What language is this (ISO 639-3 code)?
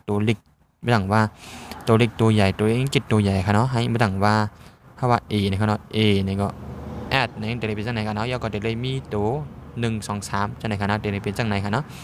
shn